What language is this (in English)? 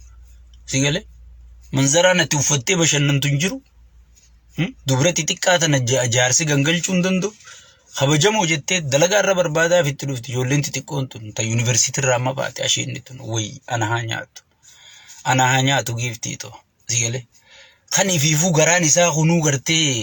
Oromo